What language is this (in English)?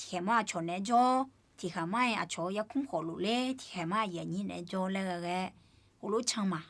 Akha